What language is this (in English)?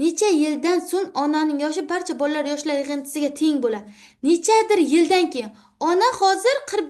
Uzbek